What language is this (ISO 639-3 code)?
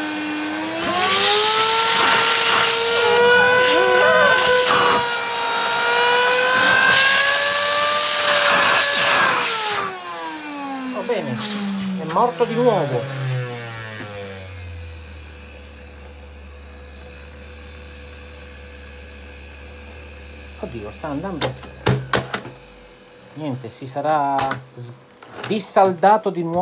ita